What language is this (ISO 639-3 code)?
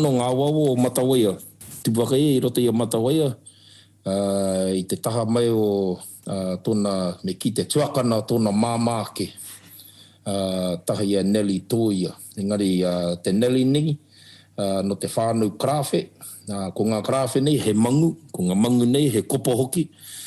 mri